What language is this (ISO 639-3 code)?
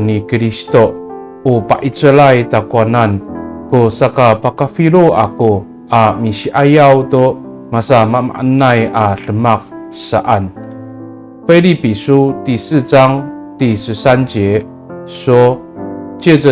ami